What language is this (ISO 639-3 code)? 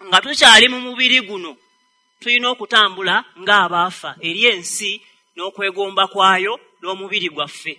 lug